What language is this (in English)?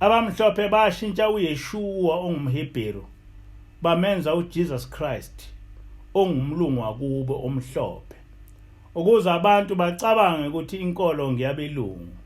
Zulu